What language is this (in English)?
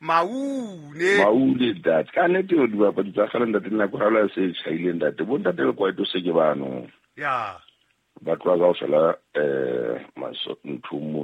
Southern Sotho